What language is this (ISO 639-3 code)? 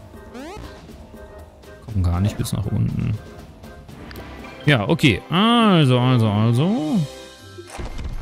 deu